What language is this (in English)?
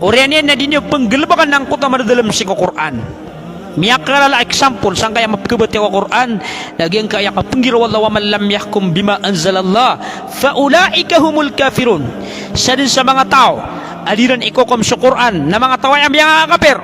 Maranao